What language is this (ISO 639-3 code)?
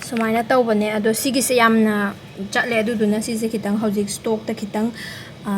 mni